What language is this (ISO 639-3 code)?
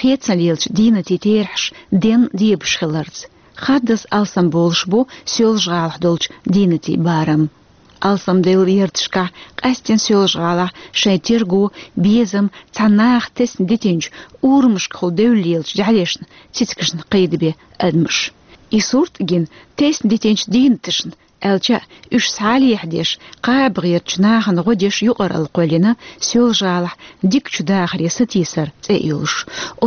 che